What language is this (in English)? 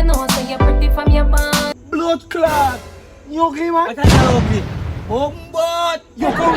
Jamaican Creole English